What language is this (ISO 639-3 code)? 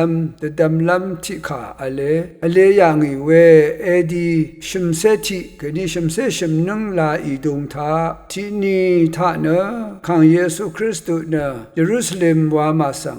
raw